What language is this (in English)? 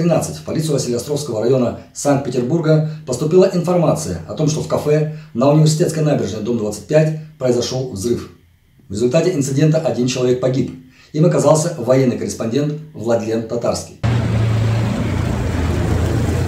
Russian